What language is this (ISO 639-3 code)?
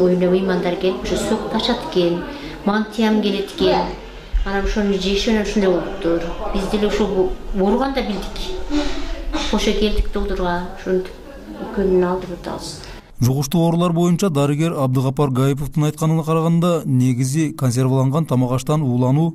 kir